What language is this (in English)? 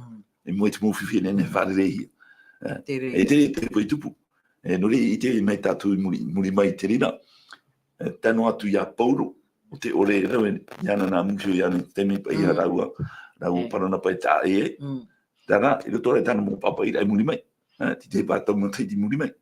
Tahitian